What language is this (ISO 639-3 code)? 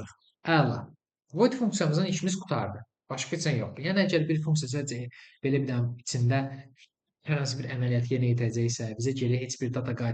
aze